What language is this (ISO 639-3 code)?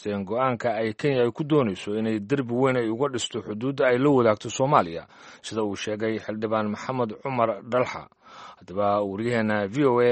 som